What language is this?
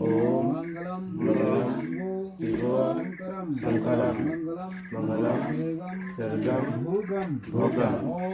Karbi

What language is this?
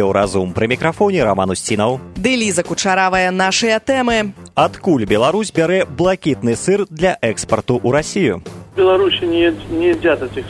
Belarusian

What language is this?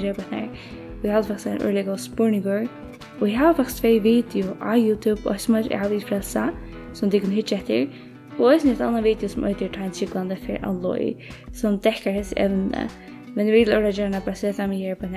Faroese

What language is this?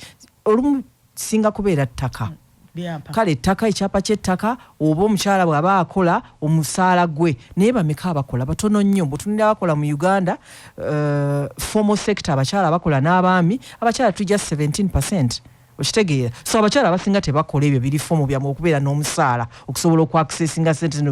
Ganda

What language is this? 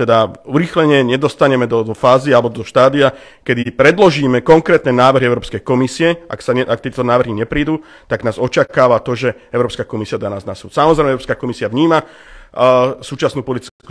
Slovak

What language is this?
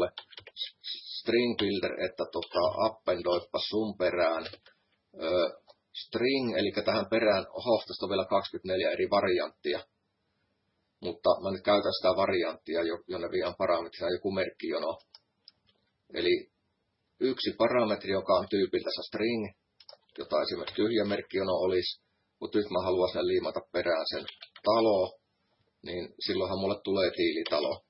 Finnish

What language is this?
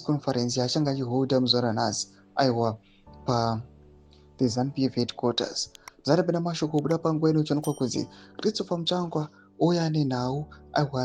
Shona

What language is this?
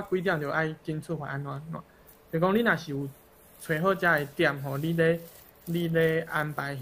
Min Nan Chinese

